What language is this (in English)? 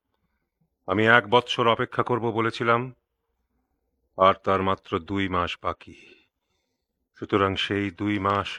Bangla